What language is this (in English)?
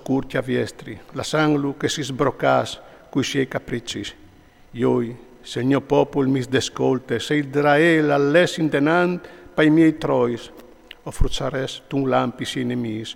Friulian